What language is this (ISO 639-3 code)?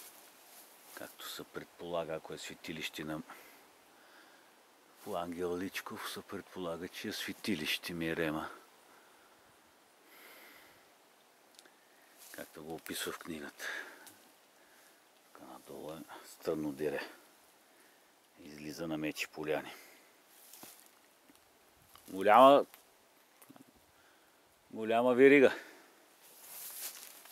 bul